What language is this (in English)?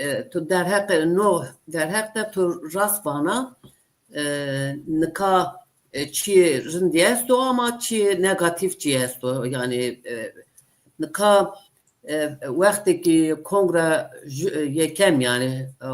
Zaza